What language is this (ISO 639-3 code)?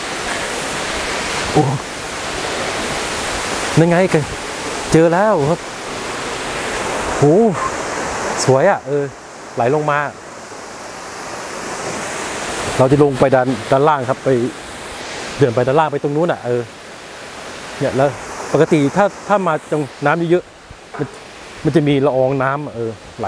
tha